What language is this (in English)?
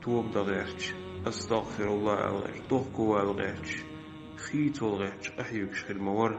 Chechen